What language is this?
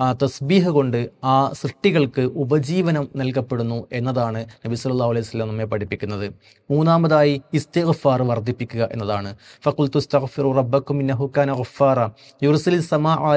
Malayalam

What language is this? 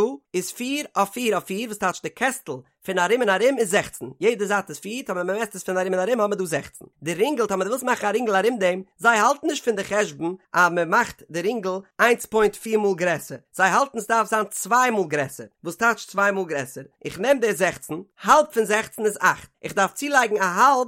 Yiddish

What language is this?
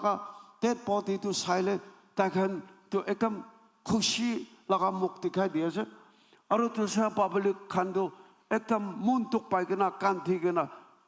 Naga Pidgin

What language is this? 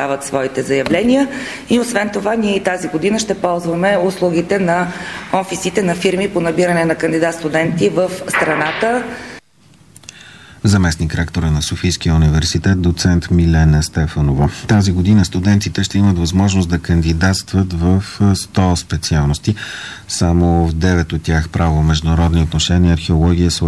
Bulgarian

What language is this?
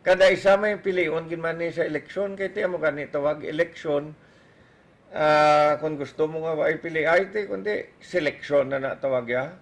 Hiligaynon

